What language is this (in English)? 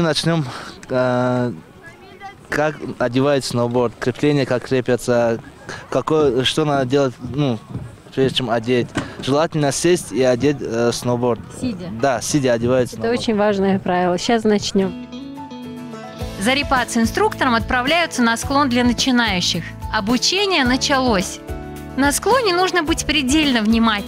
Russian